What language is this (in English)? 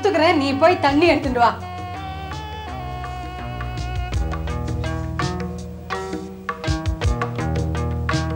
Tamil